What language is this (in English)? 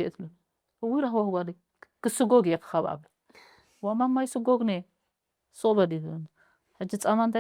Tigrinya